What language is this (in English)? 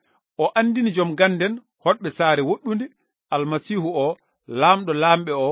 Fula